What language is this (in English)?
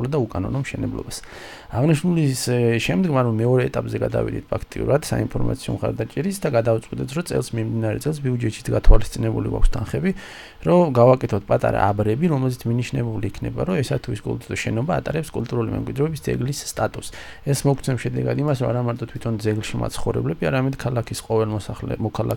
Georgian